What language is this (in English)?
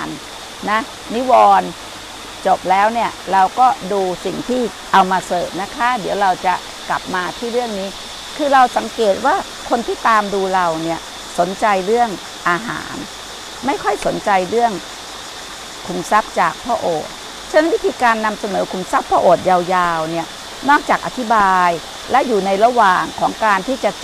Thai